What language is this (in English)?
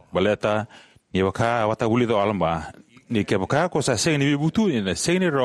Fijian